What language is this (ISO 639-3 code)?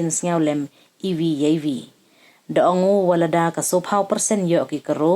pbv